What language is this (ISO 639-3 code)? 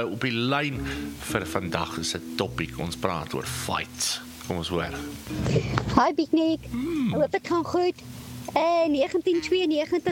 afr